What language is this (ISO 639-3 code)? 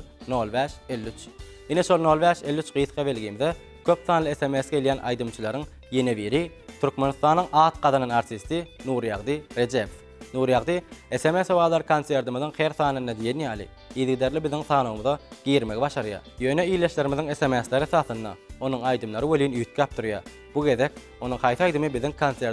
tuk